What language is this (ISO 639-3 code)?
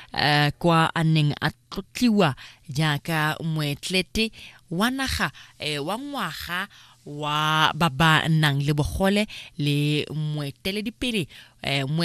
tsn